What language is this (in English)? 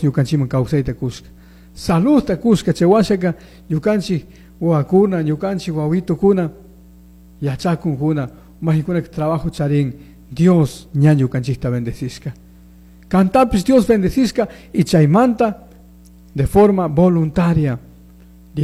Chimborazo Highland Quichua